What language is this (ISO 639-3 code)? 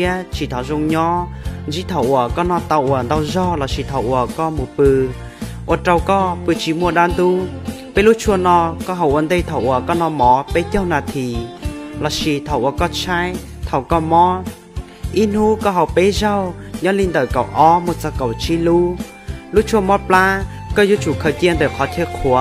hmn